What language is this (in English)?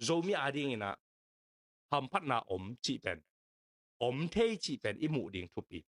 Tedim Chin